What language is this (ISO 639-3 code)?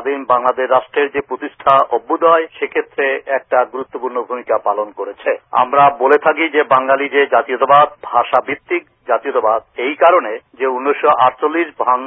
ben